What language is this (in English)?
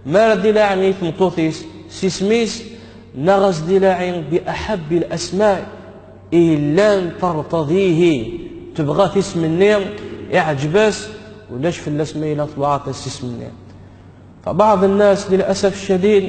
Kabyle